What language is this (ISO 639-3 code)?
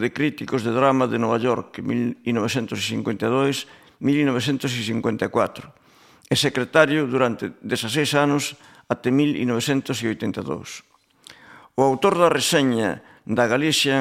glg